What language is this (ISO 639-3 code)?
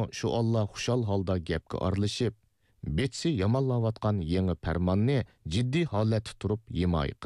uig